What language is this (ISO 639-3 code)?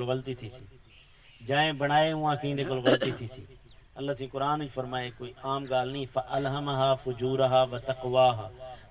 skr